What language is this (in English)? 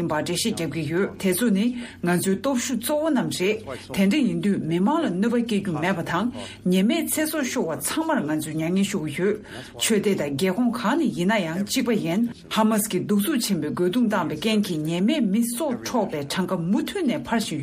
Tibetan